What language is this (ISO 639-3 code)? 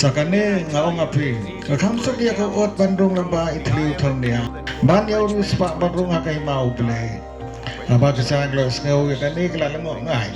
kha